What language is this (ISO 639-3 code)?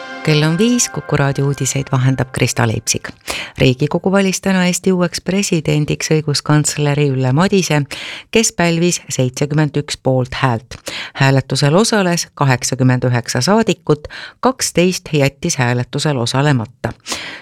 est